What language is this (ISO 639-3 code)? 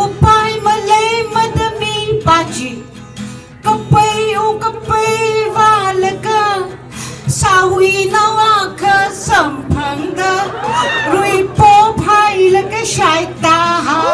nmf